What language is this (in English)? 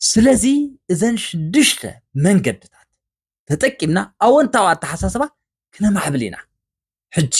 Tigrinya